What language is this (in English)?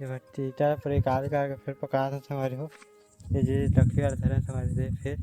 Chhattisgarhi